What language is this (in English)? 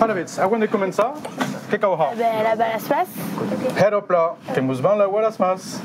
Occitan